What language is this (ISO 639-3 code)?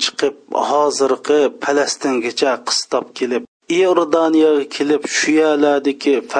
uig